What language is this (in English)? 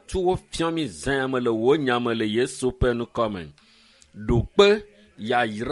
Ewe